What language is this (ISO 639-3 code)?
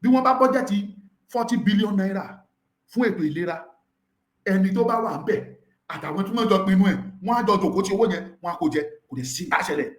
yor